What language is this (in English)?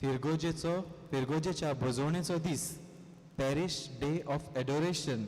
Konkani